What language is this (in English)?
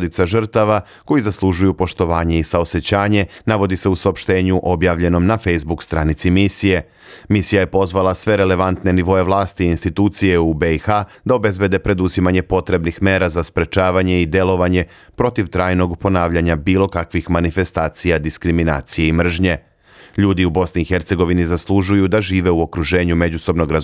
Bosnian